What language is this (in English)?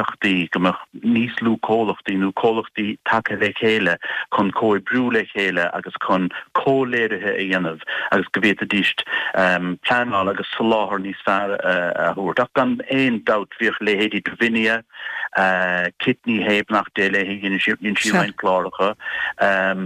Irish